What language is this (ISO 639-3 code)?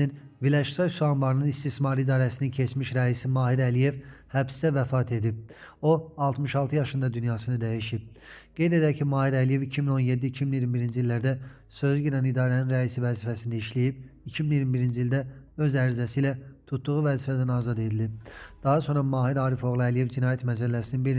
aze